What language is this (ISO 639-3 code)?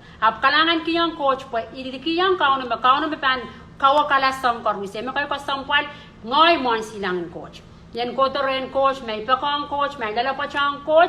pon